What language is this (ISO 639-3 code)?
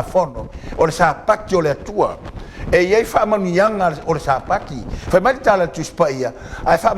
smo